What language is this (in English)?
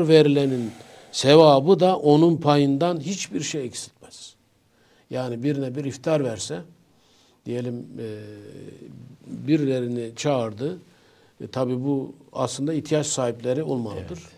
Turkish